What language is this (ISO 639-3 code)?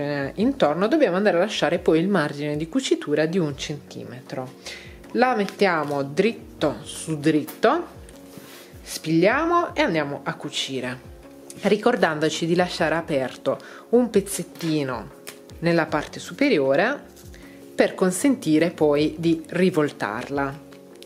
ita